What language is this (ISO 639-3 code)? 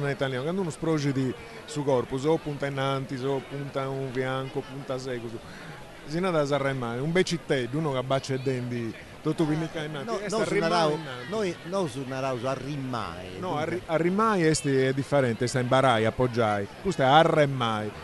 srd